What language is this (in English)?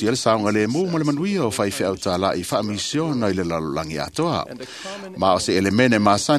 Samoan